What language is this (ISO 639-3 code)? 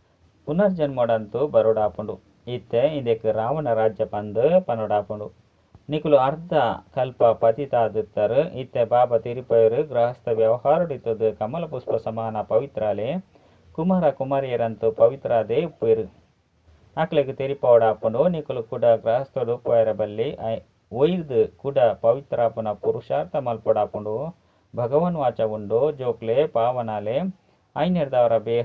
tcy